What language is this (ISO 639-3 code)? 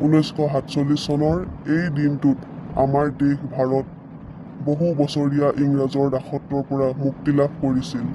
asm